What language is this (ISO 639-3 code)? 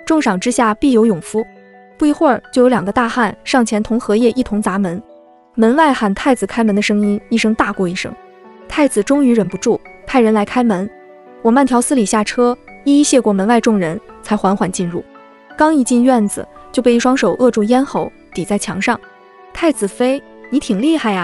zho